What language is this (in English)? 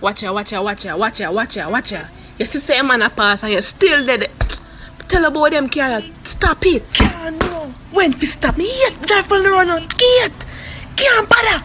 Jamaican Creole English